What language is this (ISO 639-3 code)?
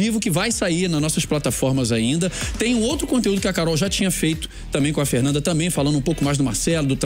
por